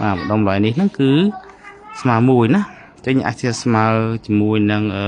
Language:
Khmer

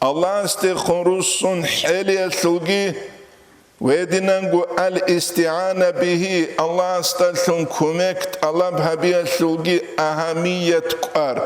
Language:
Avaric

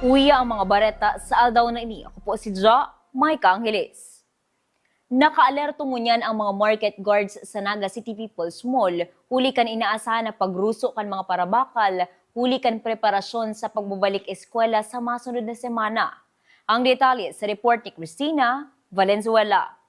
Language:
Bikol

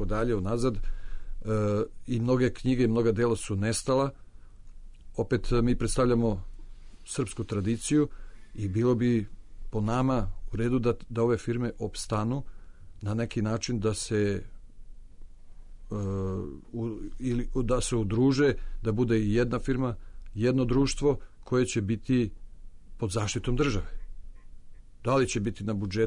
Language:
Serbian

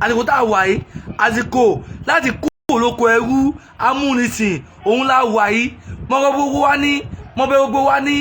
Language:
Yoruba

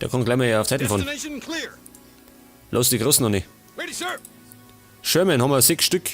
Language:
Bavarian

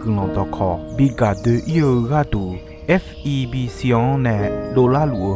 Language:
Akha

